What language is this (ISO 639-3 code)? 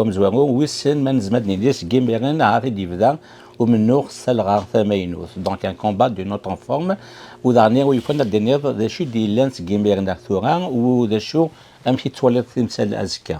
kab